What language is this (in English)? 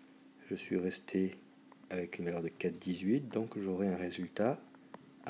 French